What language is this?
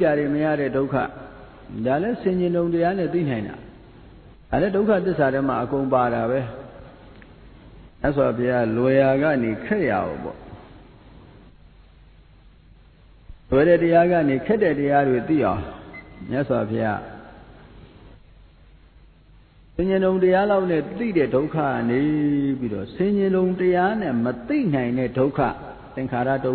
Burmese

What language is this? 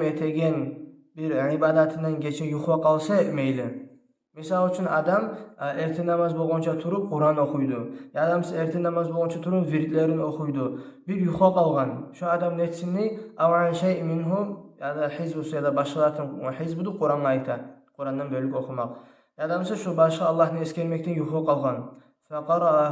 Kumyk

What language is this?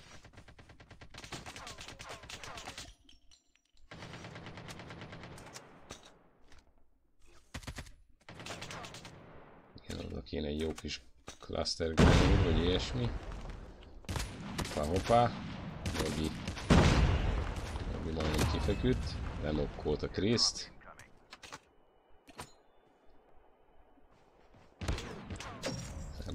Hungarian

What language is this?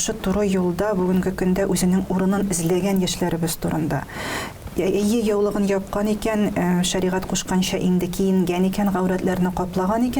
Tatar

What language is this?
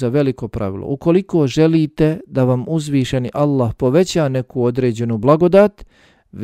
Bosnian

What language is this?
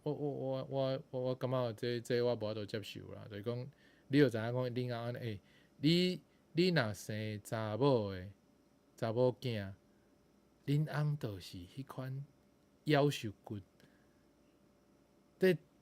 Min Nan Chinese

